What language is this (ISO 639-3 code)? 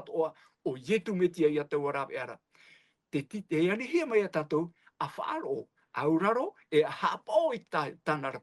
tah